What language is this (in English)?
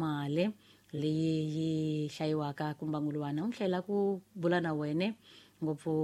Tsonga